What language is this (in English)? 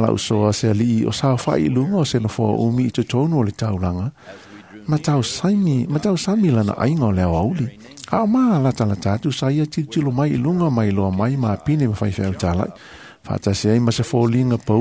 Samoan